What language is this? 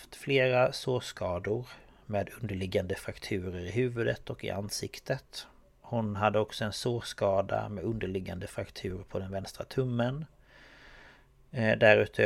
Swedish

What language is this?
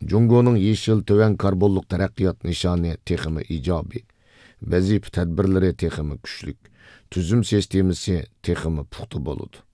Uyghur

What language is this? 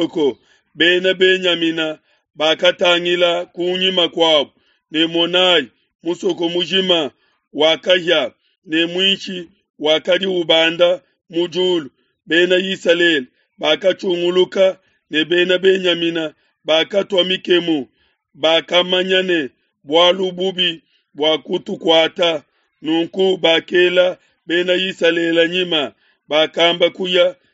Luba-Lulua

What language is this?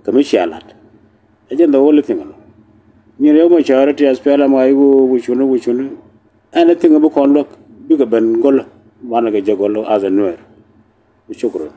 Nuer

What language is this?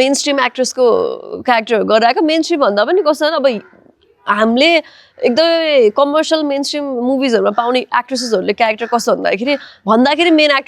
Nepali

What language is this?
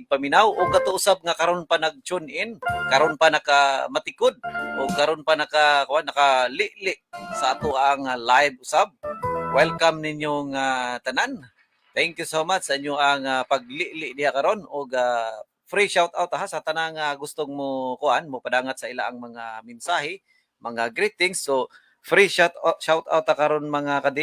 Cebuano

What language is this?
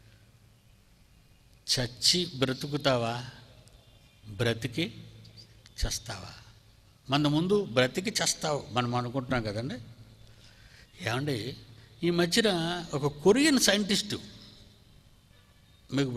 Telugu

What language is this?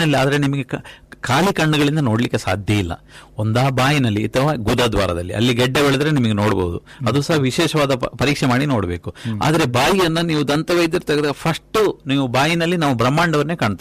Kannada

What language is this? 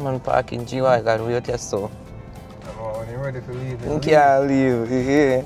Jamaican Creole English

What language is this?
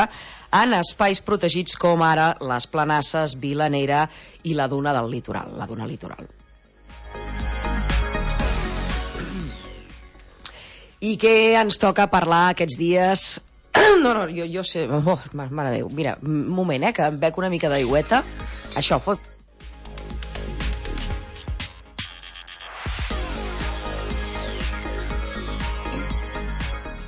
Catalan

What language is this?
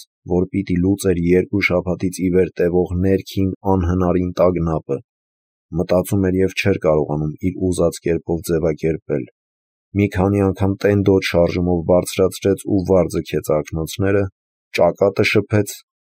Armenian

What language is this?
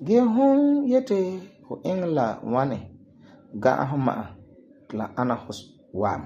Frafra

